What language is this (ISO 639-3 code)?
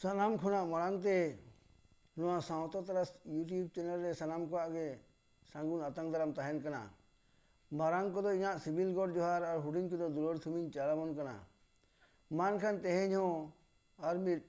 sat